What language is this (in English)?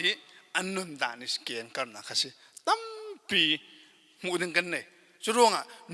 Falam Chin